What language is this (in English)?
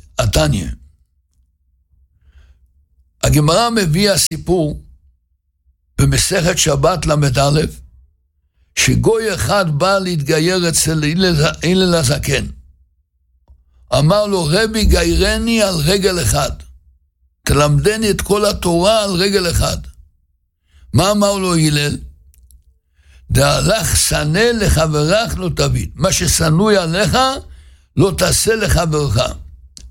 Hebrew